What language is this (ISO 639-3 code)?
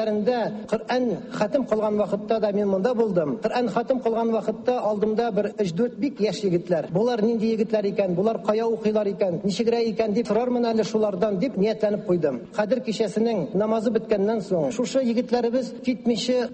tat